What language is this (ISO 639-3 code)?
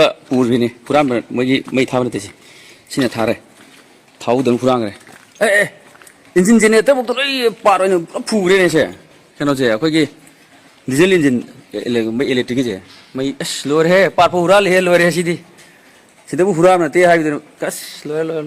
mni